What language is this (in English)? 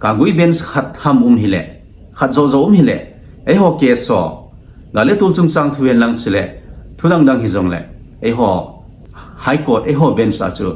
Thado Chin